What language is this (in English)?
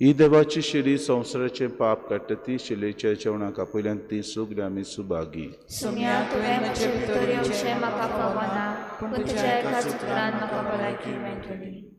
Konkani